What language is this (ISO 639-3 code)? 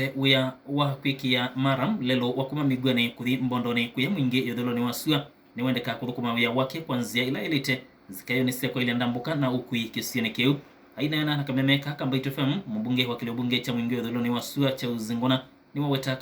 kam